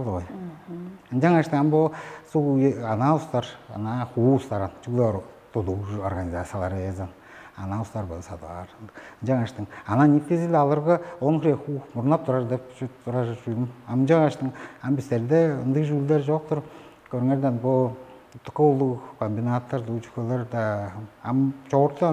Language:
Tuvinian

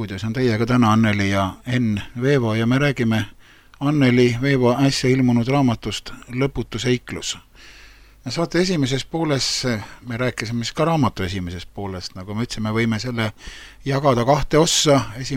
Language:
Estonian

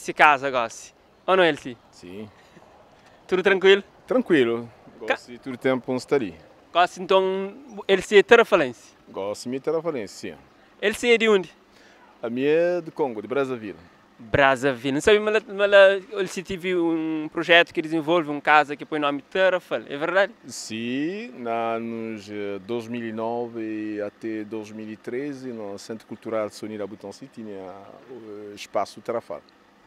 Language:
Kabuverdianu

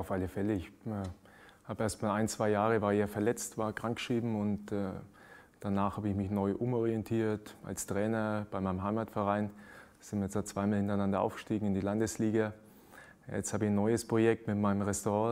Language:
German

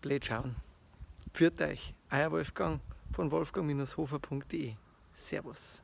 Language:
Bavarian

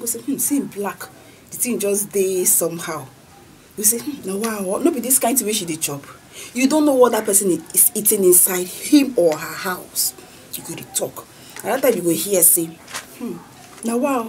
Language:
Nigerian Pidgin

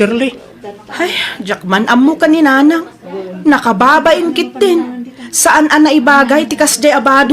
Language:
Iloko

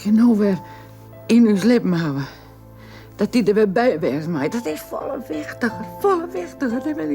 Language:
Western Frisian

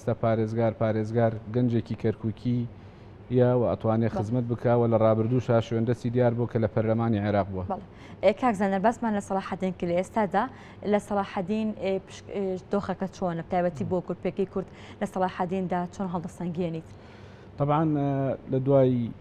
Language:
Central Kurdish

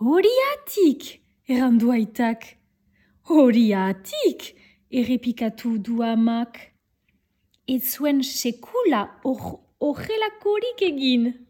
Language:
Basque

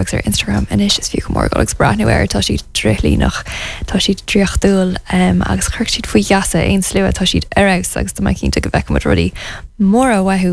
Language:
Irish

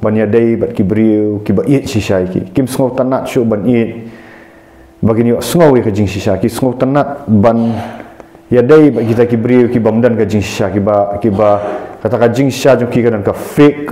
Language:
Khasi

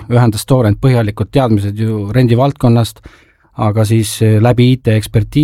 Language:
Estonian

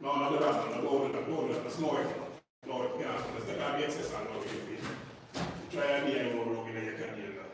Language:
Jamaican Creole English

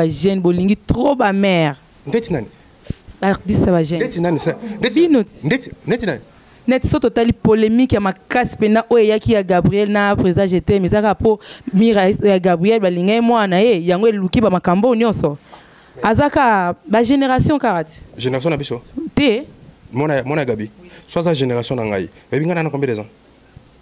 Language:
Lingala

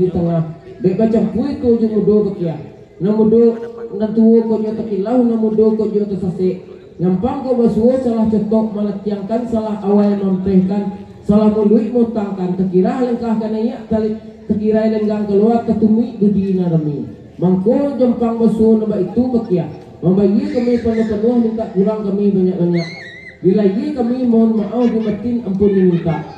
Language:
Minangkabau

